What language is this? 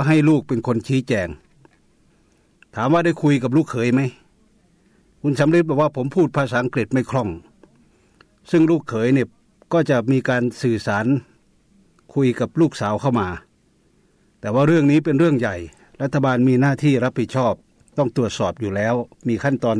Thai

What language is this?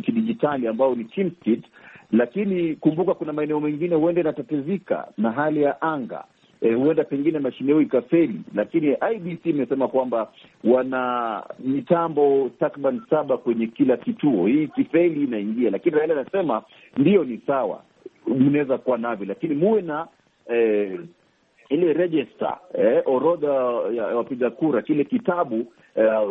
Swahili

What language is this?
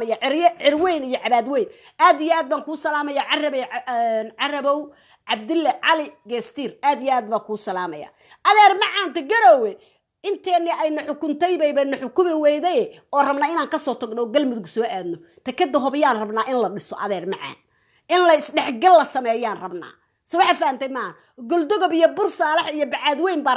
Somali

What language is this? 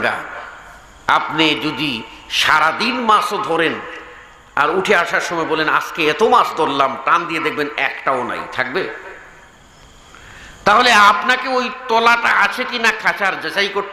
Bangla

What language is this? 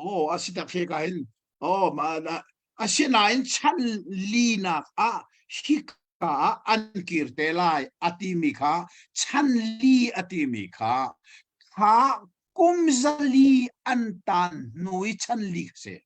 Hakha Chin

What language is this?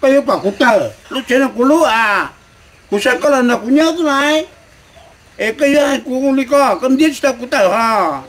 Hmong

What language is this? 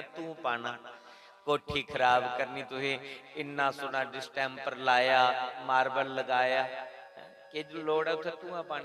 Dogri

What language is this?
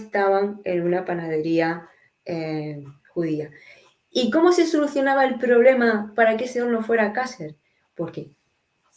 Ladino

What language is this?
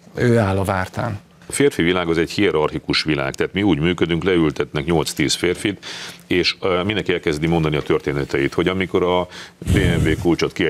Hungarian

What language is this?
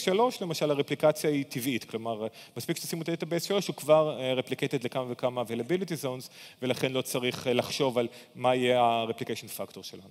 Hebrew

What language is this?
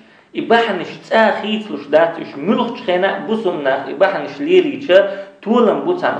Chechen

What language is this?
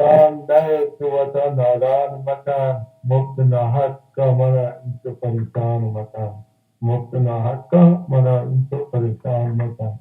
Baluchi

